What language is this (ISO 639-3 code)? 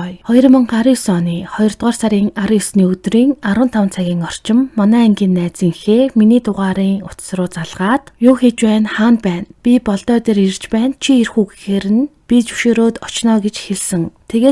mon